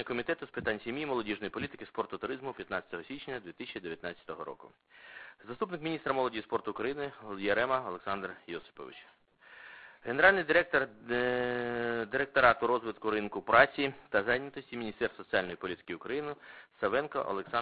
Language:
Ukrainian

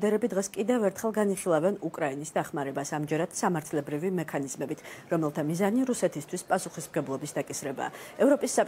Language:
Georgian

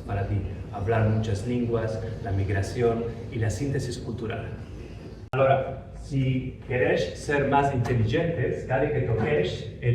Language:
Ladino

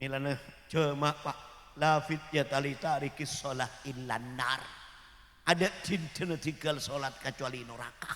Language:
Madurese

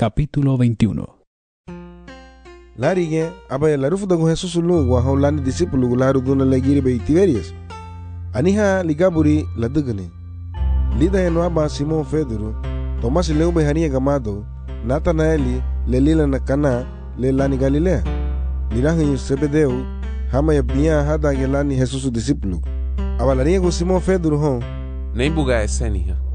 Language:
Garifuna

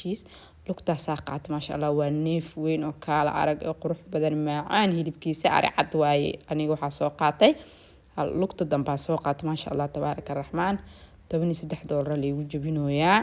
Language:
Somali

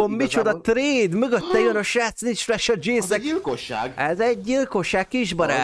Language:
Hungarian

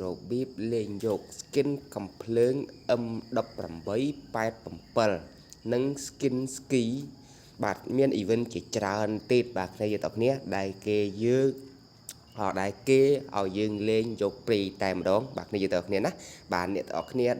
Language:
Khmer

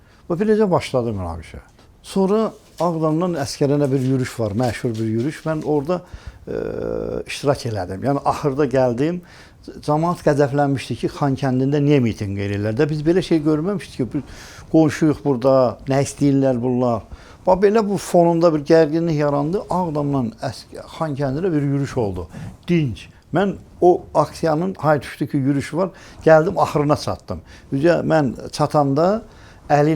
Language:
Azerbaijani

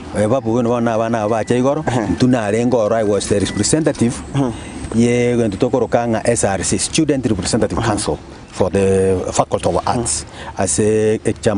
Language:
Gusii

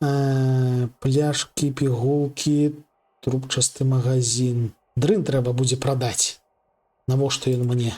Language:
Belarusian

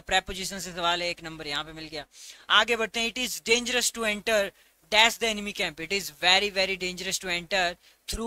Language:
Hindi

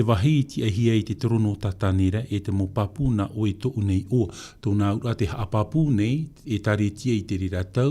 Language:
Tahitian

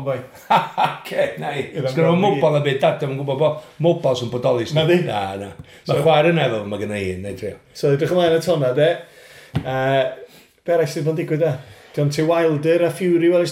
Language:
Welsh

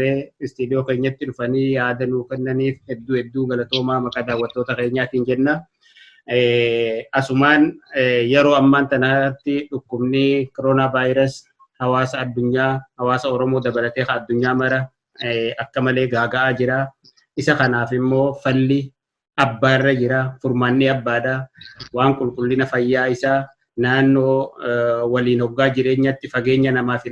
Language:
Oromo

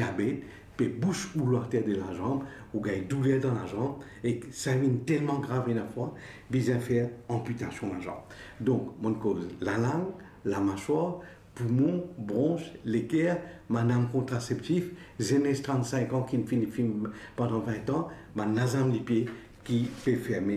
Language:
Morisyen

